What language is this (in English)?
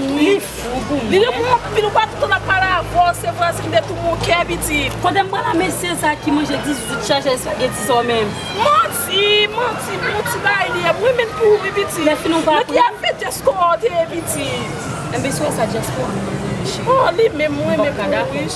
Haitian Creole